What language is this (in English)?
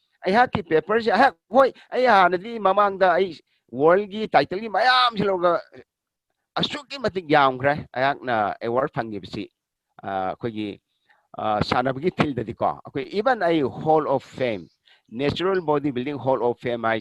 Manipuri